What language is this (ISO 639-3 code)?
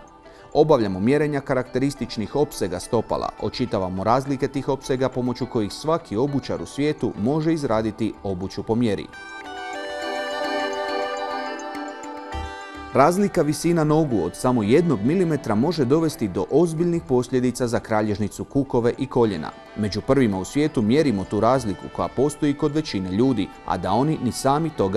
hrv